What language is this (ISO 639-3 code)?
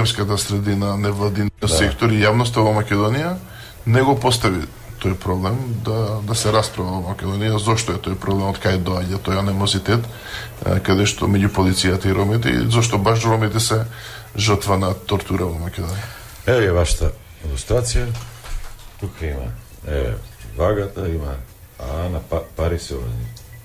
mkd